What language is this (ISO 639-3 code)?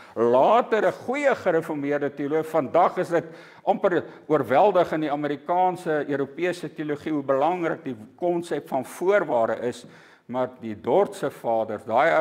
afr